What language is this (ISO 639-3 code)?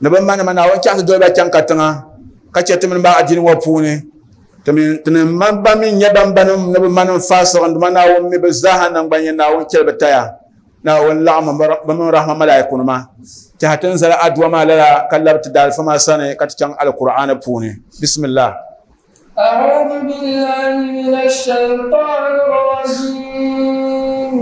dag